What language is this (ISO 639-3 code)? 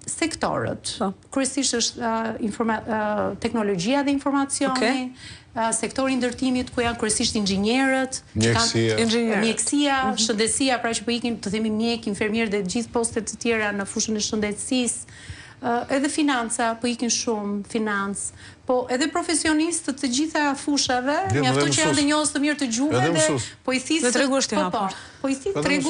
sqi